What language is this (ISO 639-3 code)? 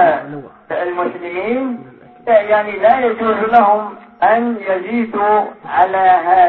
ara